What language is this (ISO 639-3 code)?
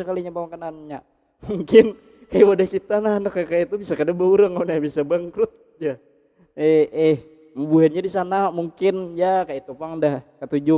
bjn